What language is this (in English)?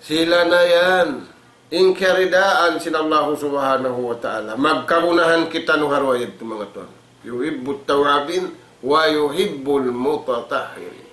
Tausug